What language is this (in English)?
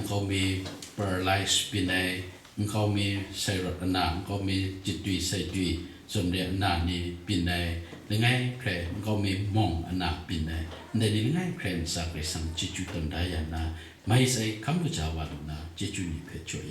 Kachin